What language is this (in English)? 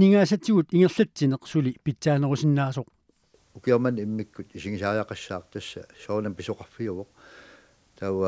Kalaallisut